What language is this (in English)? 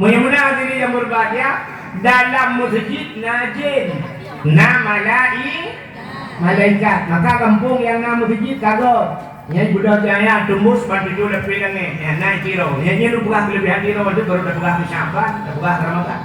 Achinese